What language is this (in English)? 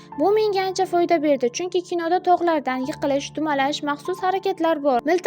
Uzbek